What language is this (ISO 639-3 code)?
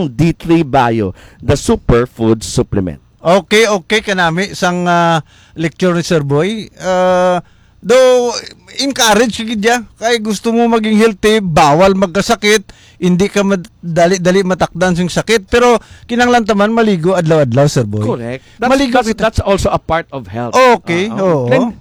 hil